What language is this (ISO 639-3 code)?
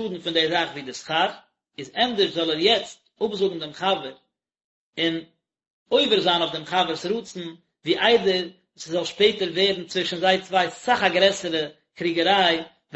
yid